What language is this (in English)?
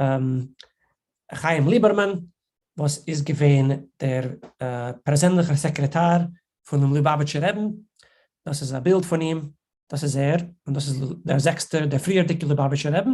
Yiddish